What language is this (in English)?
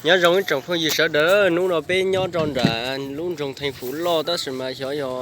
Hmong